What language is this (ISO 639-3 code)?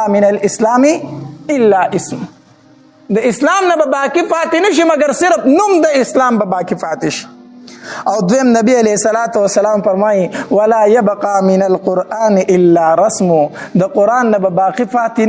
pus